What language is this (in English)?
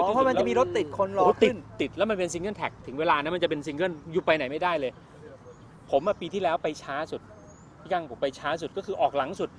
Thai